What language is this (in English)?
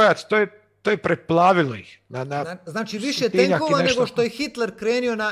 Croatian